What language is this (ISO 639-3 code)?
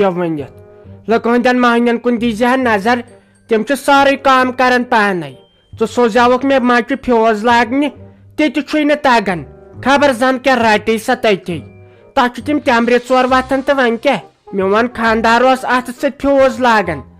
kas